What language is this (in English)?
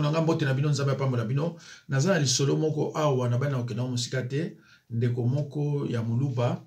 Lingala